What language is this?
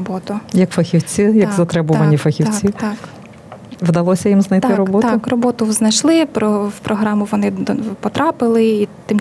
Ukrainian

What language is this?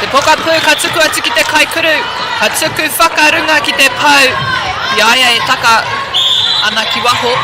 Māori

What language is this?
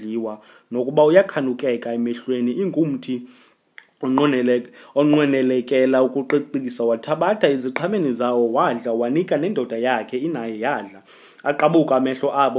Xhosa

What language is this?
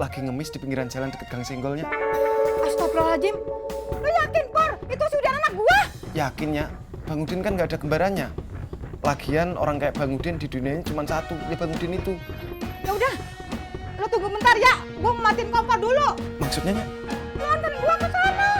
Betawi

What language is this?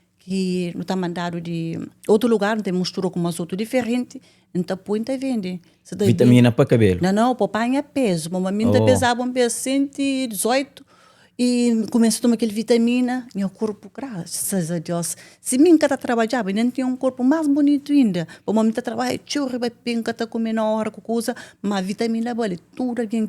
Kabuverdianu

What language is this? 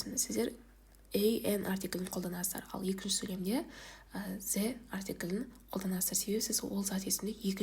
Kazakh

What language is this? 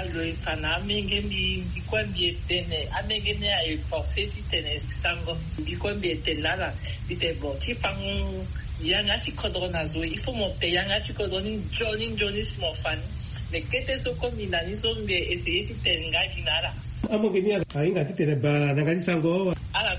Sango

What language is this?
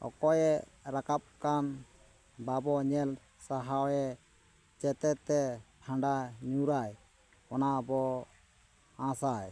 Santali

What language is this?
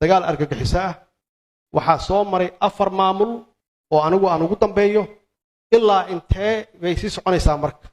Somali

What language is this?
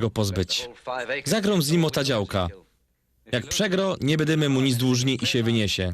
Silesian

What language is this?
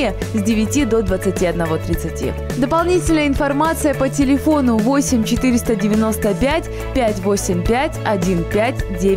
Russian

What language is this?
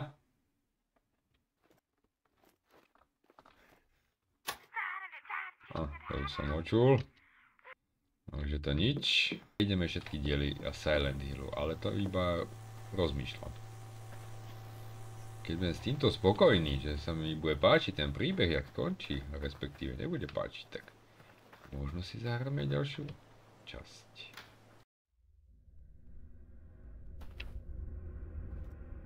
Slovak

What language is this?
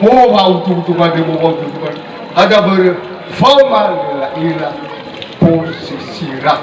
Nias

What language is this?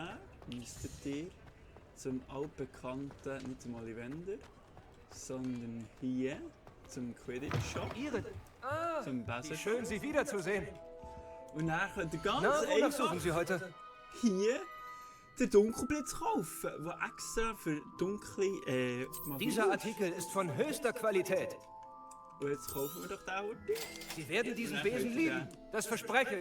Swiss German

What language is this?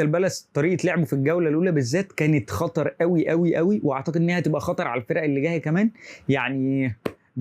Egyptian Arabic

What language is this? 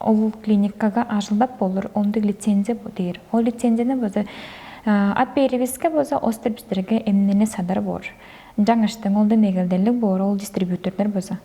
Tuvinian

